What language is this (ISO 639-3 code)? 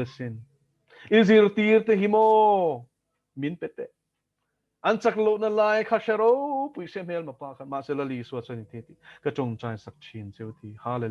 lus